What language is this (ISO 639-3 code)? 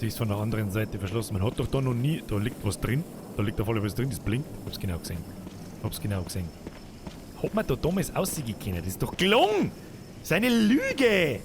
bar